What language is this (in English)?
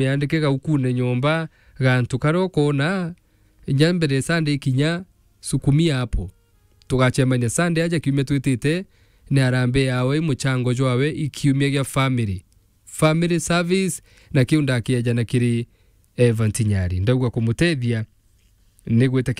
Meru